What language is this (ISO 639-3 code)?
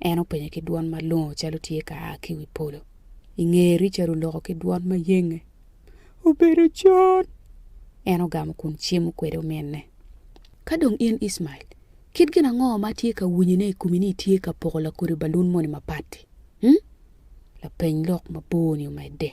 ach